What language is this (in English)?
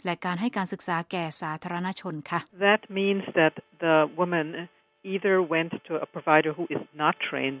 Thai